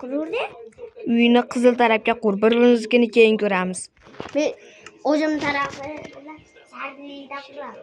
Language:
Uzbek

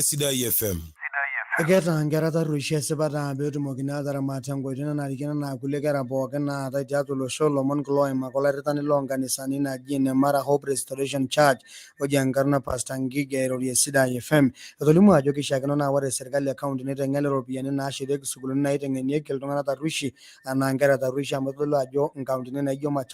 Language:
Masai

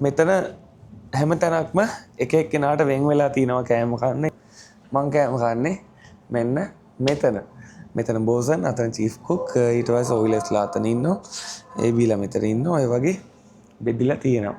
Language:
Sinhala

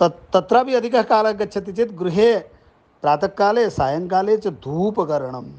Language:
Sanskrit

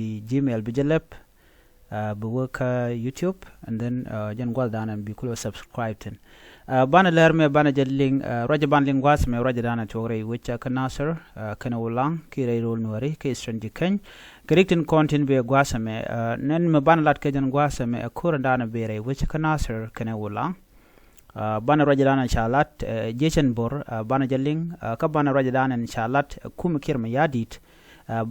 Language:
Nuer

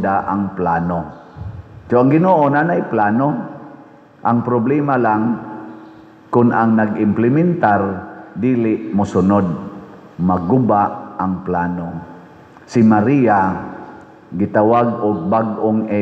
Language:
Cebuano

